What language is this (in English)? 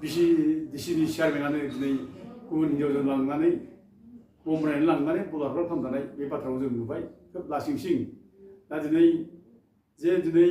Bodo